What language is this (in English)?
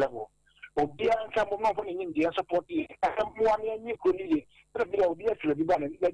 Akan